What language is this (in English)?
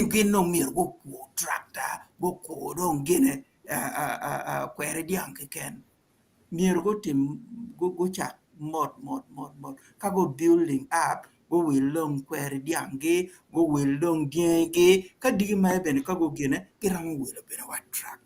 Acoli